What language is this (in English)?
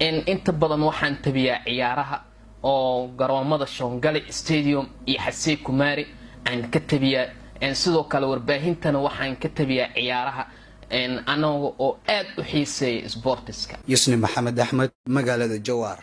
Somali